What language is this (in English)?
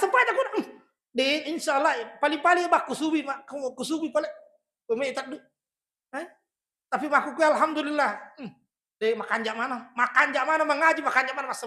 Buginese